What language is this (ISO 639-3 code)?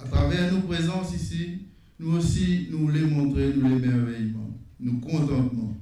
mfe